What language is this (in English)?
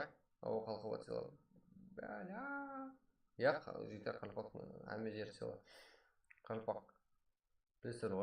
Kara-Kalpak